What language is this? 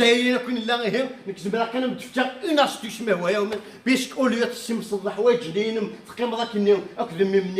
Kabyle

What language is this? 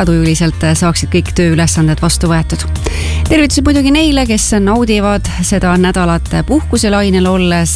Estonian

